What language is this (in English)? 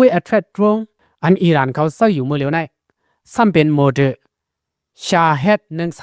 Shan